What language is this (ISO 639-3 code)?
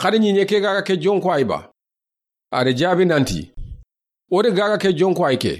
snk